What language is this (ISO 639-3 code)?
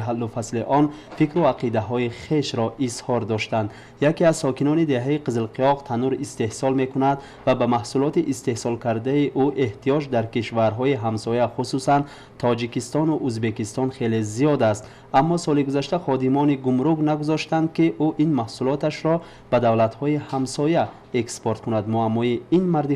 tgk